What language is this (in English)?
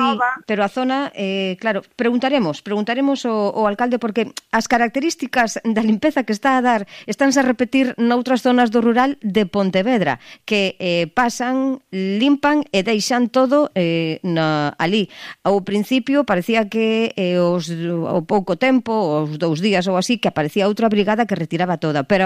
Galician